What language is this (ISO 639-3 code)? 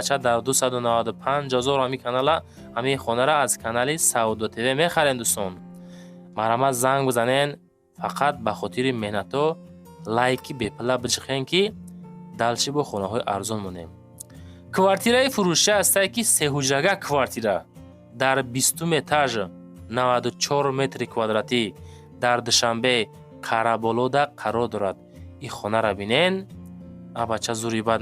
tgk